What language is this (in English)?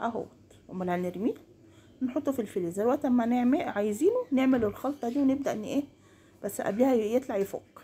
Egyptian Arabic